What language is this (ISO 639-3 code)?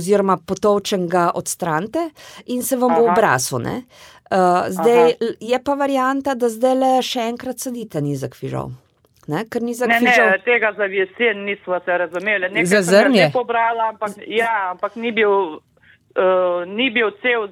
slv